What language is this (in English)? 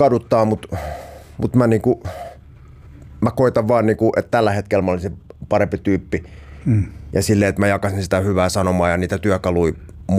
Finnish